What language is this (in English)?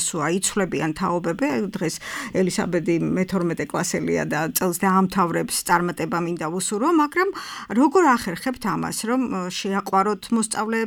Georgian